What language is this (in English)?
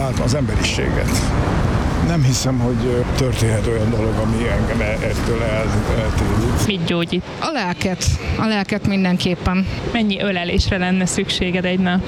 Hungarian